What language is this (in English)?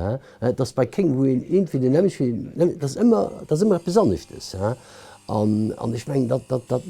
Luxembourgish